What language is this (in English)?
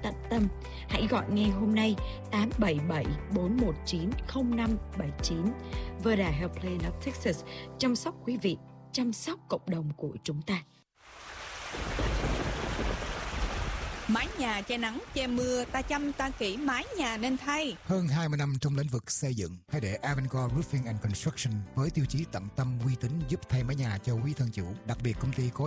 Vietnamese